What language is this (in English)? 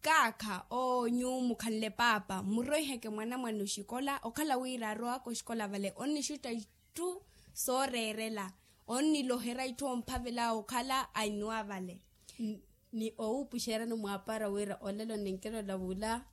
Makhuwa